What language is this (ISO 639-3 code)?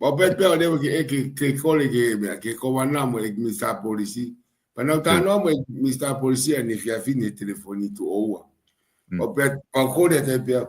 ton